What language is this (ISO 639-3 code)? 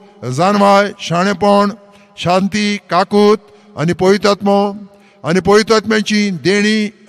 kok